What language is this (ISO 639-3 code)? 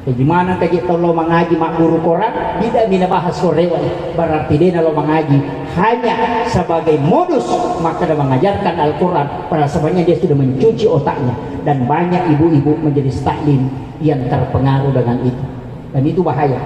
bug